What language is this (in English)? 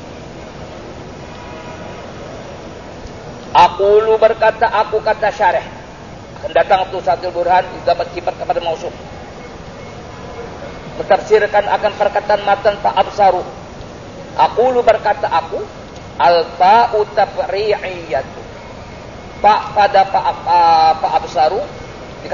Indonesian